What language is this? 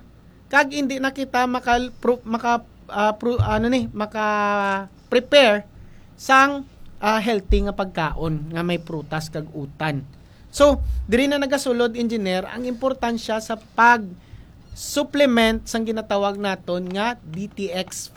Hiligaynon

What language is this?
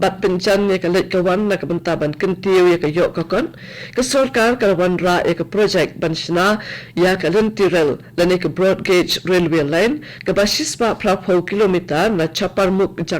Khasi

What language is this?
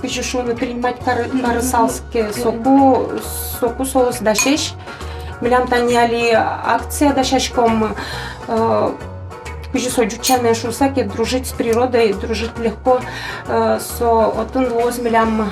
Udmurt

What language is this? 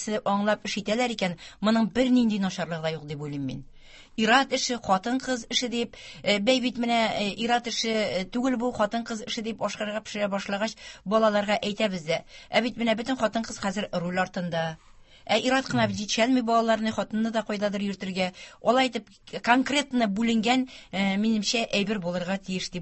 Tatar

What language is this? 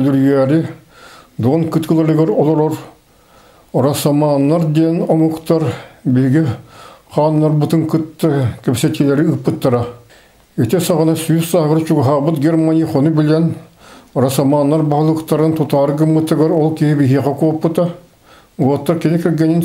Yakut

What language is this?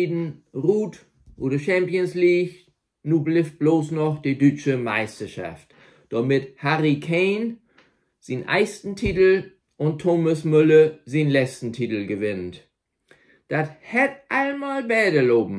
Low German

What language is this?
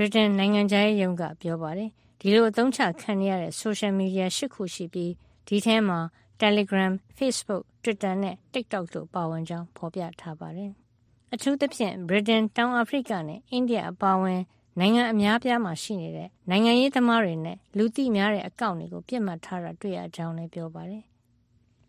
Burmese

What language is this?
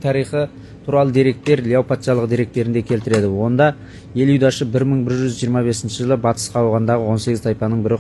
Kazakh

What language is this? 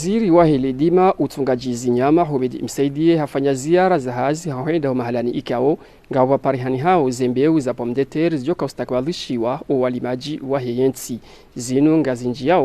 Ngazidja Comorian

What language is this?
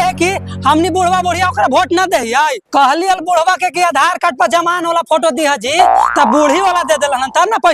Magahi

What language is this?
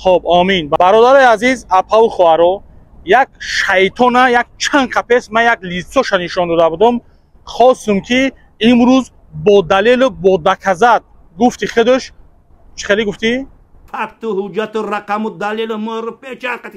Tajik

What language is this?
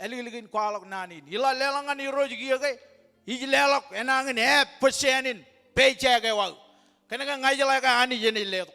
Marshallese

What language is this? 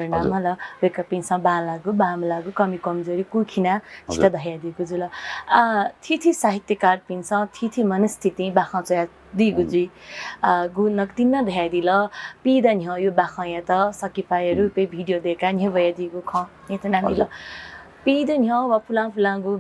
Newari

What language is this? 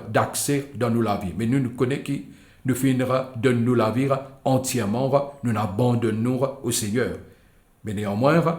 Morisyen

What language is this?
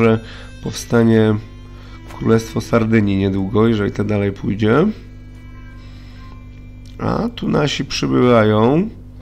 Polish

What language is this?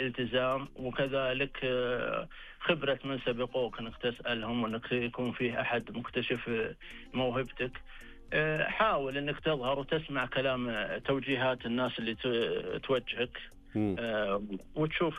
Najdi Arabic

